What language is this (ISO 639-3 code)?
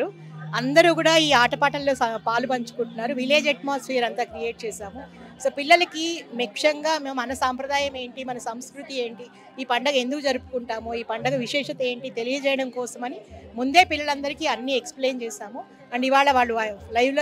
tel